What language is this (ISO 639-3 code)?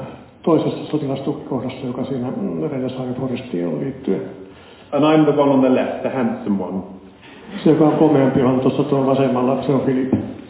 fin